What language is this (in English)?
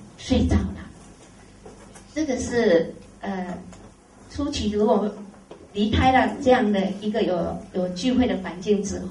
Chinese